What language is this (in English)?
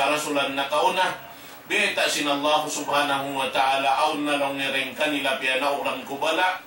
Tausug